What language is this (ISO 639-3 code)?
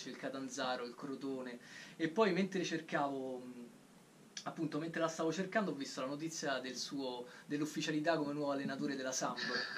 ita